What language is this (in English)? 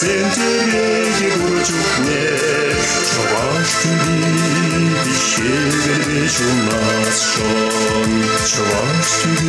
Chuvash